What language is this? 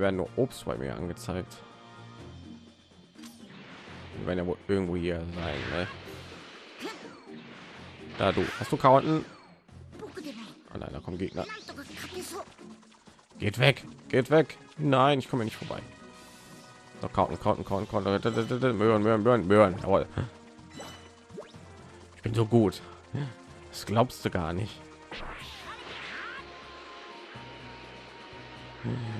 German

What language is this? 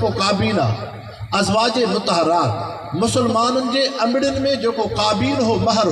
Sindhi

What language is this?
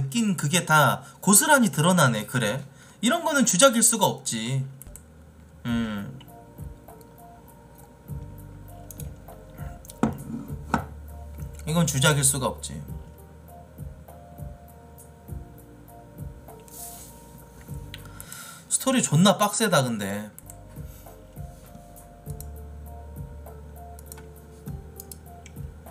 Korean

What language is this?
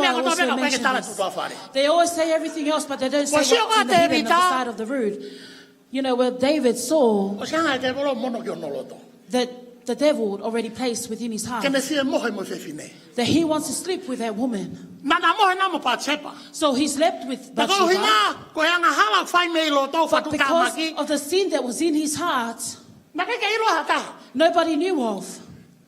Tongan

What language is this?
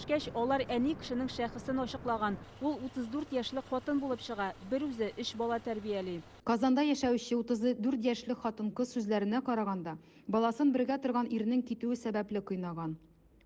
Tatar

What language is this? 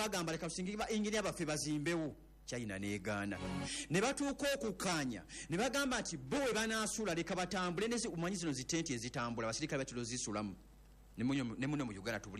Ganda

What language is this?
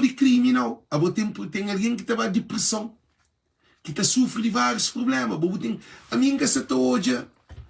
Kabuverdianu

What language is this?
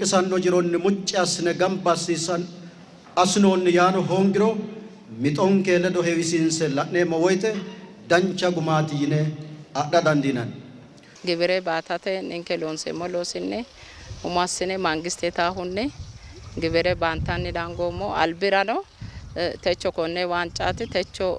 Sidamo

